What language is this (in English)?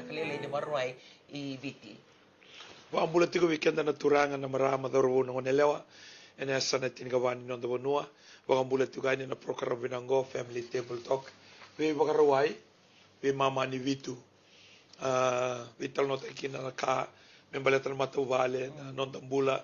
Fijian